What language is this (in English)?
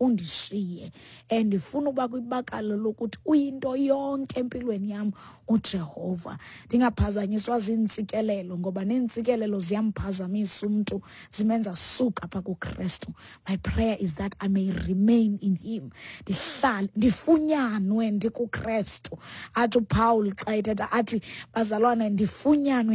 Xhosa